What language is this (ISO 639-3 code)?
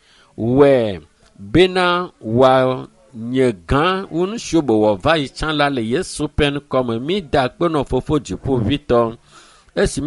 ewe